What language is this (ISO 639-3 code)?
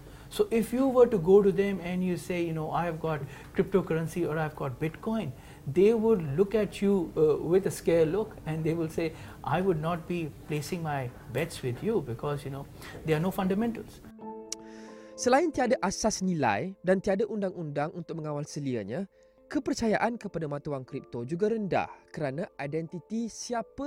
msa